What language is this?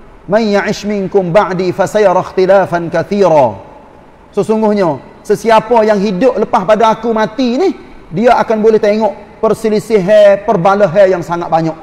Malay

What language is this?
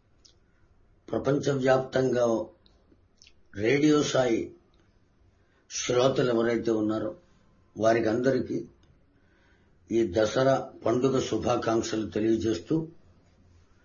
Telugu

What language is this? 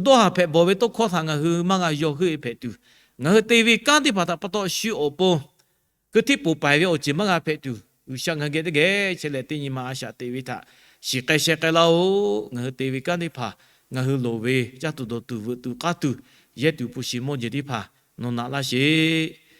Lahu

